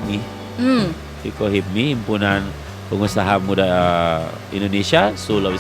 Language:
Manado Malay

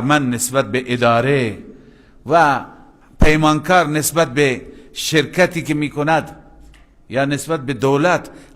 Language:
Persian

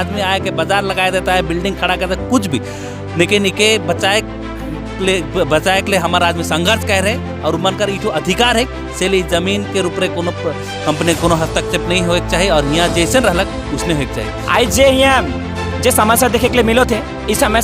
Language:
Sadri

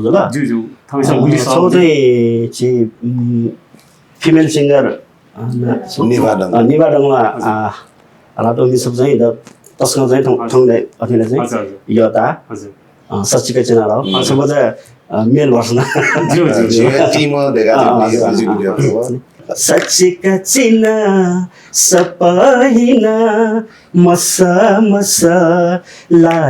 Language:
Newari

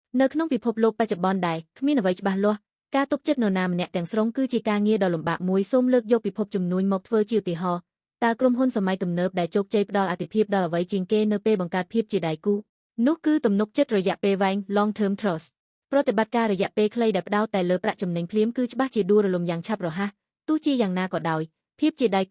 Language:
Khmer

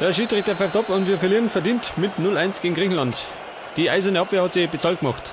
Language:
Bavarian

